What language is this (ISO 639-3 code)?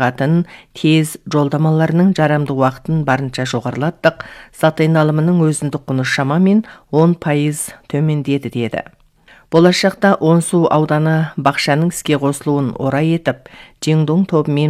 kaz